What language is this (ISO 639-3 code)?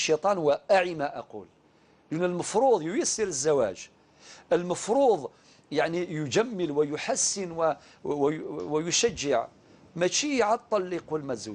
arq